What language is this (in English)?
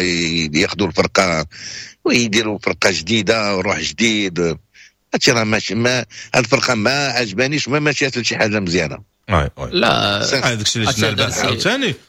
Moroccan Arabic